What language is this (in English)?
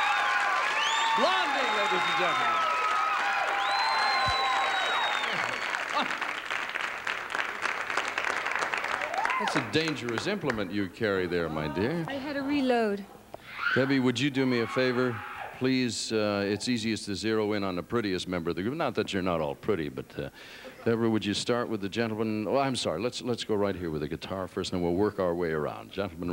English